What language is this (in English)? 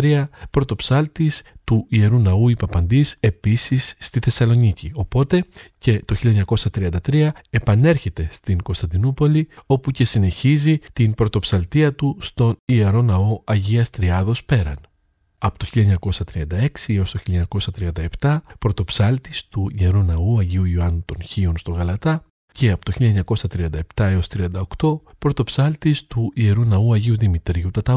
Greek